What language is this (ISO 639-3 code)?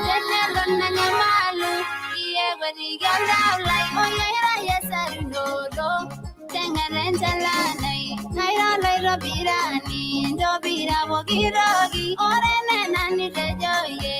mas